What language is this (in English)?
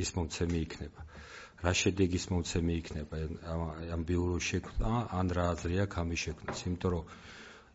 Georgian